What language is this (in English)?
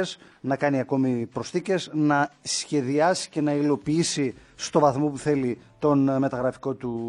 Greek